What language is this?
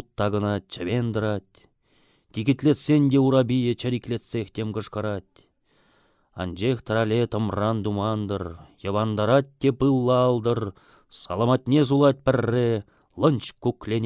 Chuvash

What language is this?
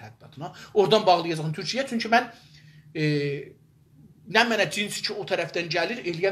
South Azerbaijani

